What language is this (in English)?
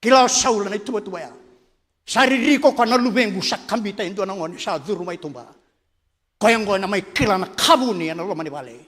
Fijian